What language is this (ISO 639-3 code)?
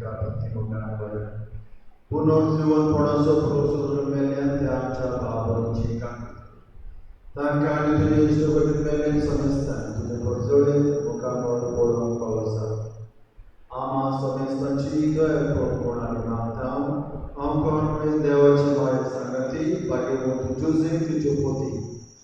kok